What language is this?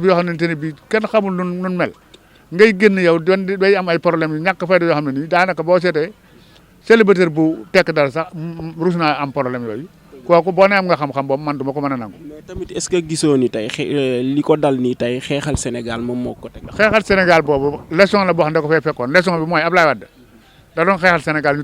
Wolof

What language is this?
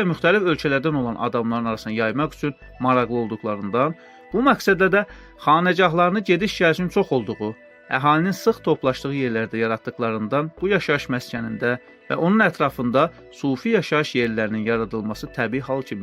Azerbaijani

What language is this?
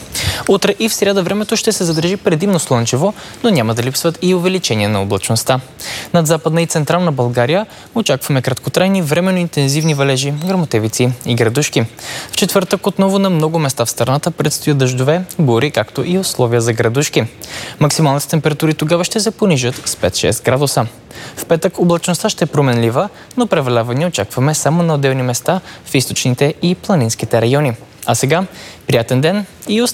Bulgarian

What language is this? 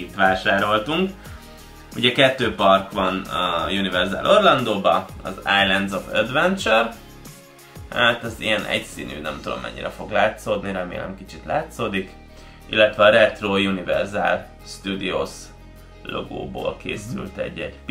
Hungarian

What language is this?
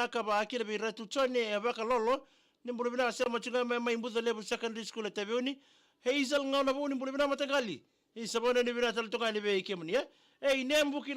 Fijian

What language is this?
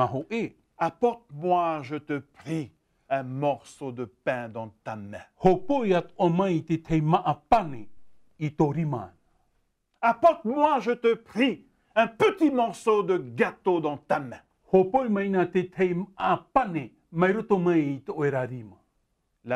Tahitian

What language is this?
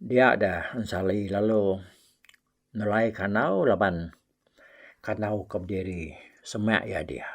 Iban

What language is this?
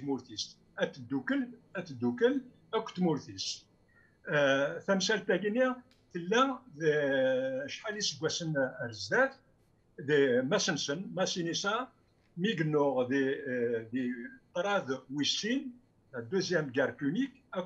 Kabyle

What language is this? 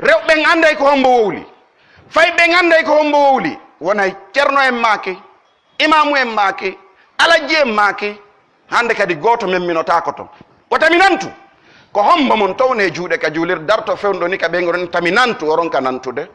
Pular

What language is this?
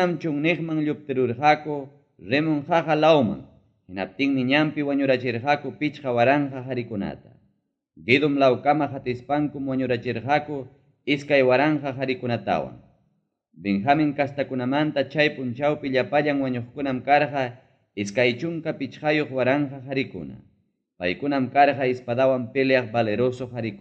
Ayacucho Quechua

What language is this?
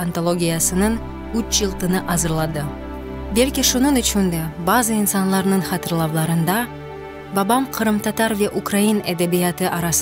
Crimean Tatar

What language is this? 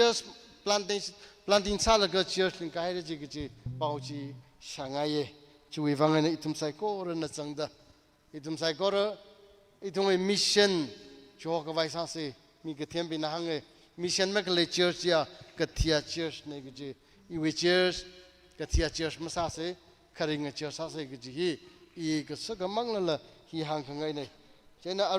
Tangkhul Naga (India)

